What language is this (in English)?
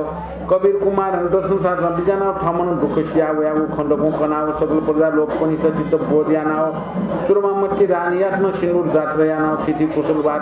Newari